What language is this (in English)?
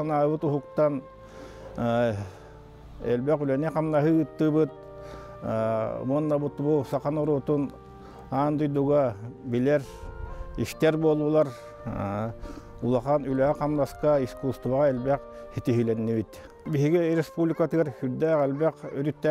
Yakut